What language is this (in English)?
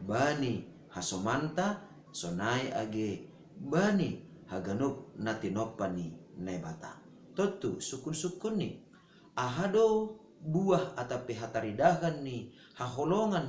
Batak Simalungun